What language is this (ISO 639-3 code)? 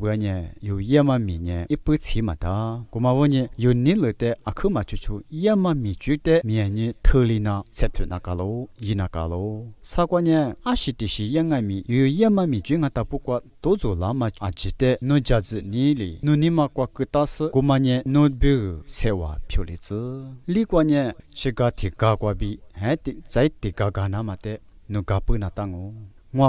lis